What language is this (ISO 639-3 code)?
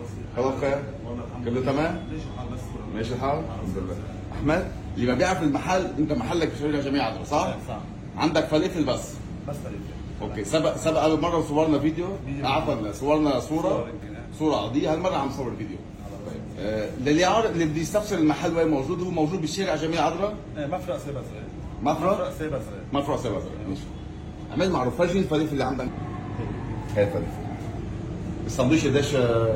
apc